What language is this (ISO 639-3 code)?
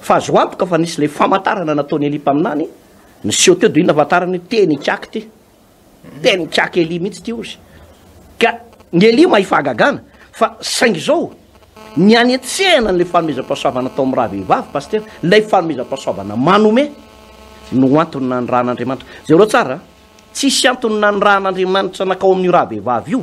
mlg